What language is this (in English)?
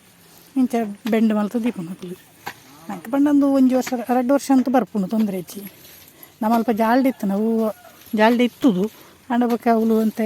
Tulu